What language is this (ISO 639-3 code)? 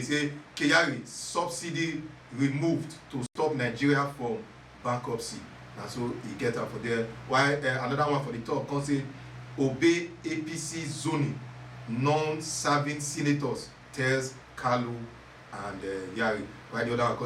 pcm